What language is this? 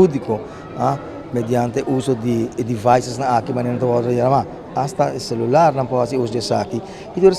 Papiamento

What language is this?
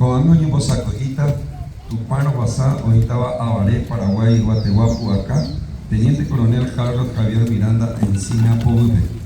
Guarani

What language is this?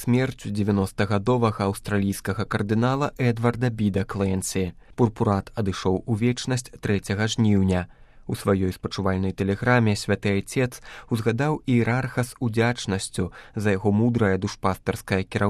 Belarusian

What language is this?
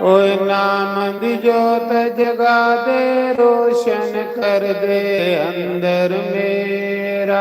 Dogri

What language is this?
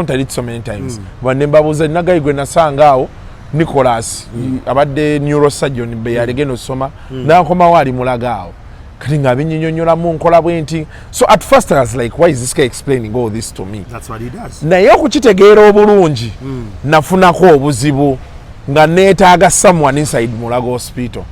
Ganda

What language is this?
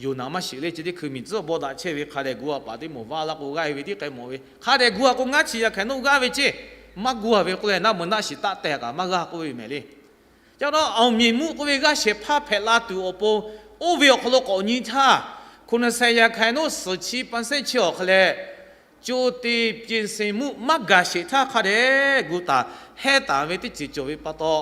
Lahu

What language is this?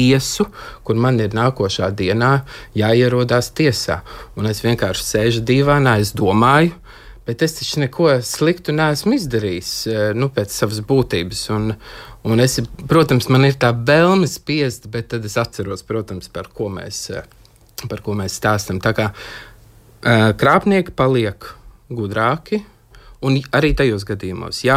Latvian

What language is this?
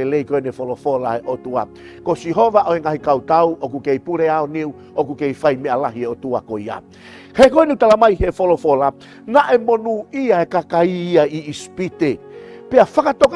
Tongan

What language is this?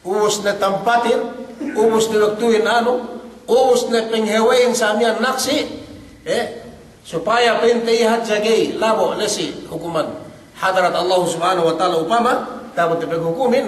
Yakan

